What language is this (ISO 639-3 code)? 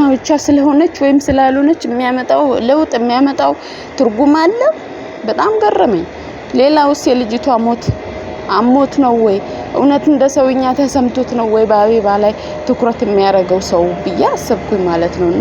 amh